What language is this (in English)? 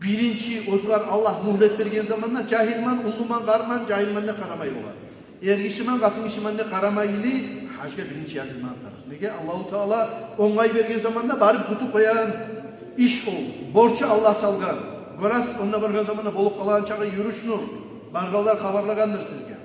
Kumyk